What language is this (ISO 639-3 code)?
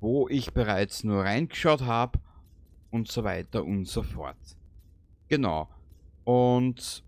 bar